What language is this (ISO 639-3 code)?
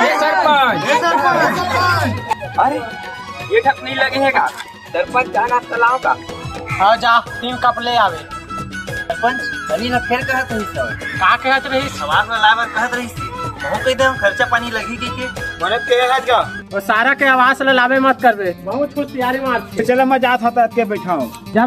hne